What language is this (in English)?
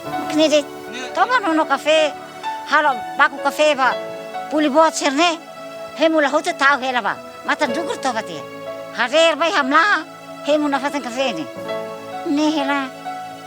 Tetum